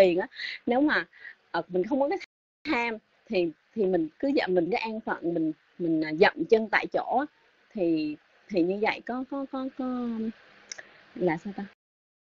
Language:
Vietnamese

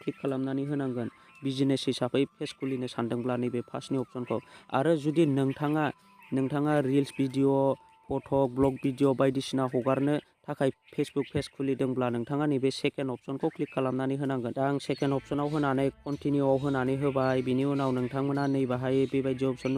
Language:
Bodo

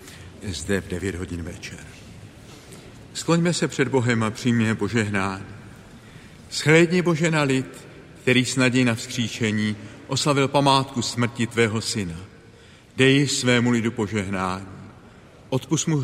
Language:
Czech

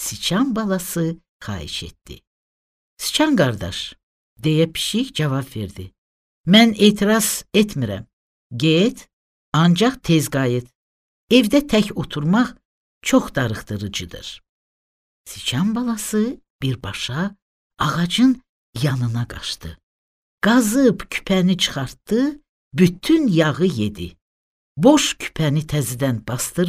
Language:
Azerbaijani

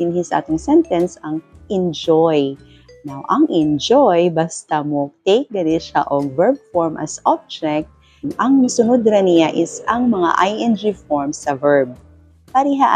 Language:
Cebuano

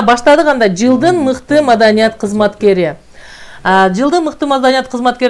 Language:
Kyrgyz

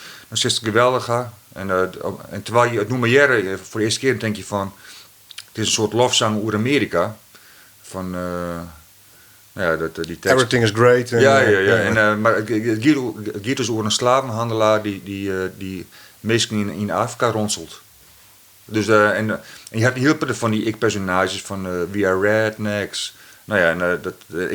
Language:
Western Frisian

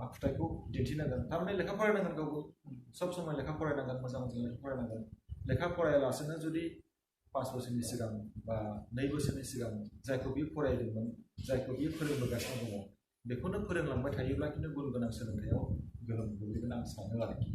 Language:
Bodo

